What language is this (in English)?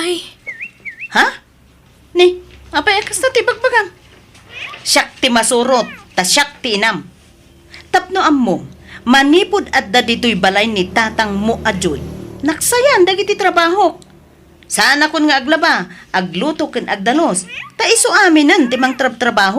Iloko